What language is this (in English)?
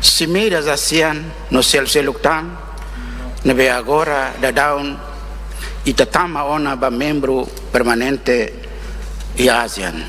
Tetum